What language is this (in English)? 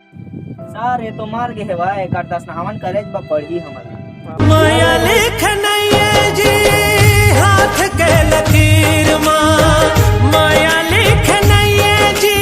Chhattisgarhi